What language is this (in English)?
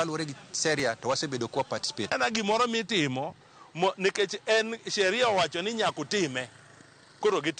Luo (Kenya and Tanzania)